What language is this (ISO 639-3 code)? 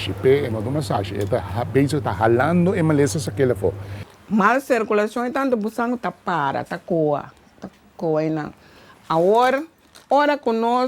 pap